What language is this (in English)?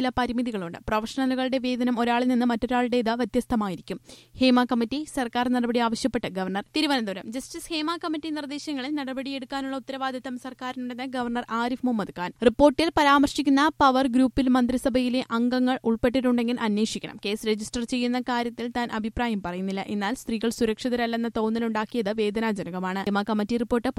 Malayalam